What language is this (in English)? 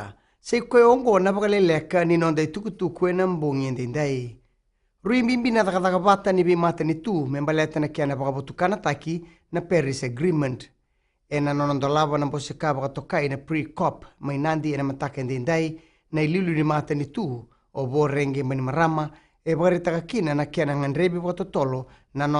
Fijian